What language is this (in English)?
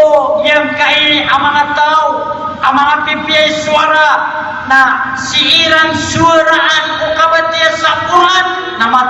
Maranao